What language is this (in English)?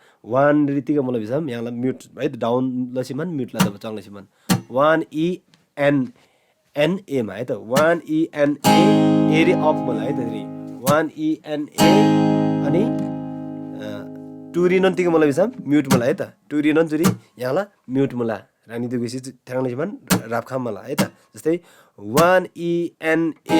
Eastern Tamang